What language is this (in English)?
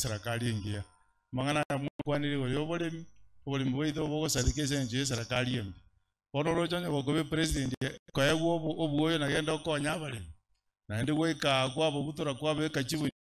Gusii